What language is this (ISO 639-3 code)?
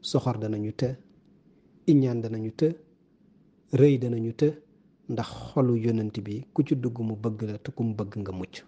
wol